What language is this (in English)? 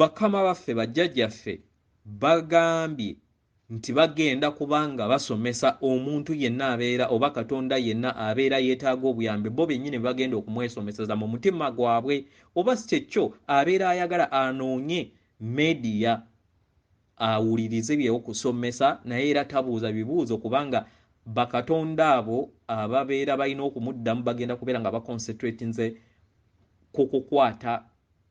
Ganda